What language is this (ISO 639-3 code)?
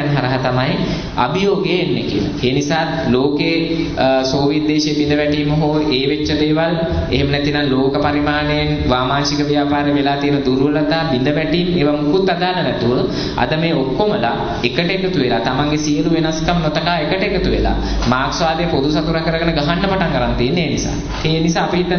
sin